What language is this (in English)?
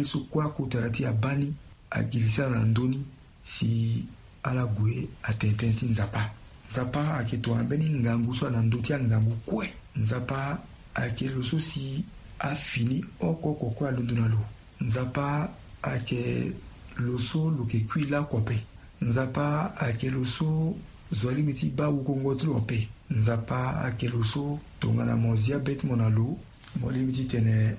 Sango